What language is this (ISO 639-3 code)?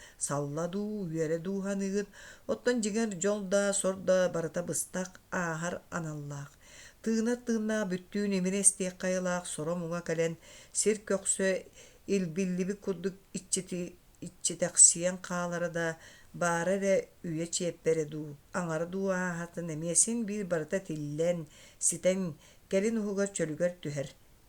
sah